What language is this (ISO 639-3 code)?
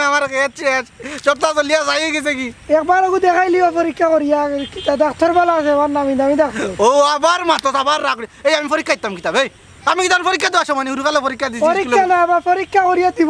syl